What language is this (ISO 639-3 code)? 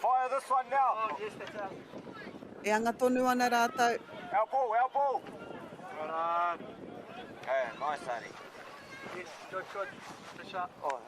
mri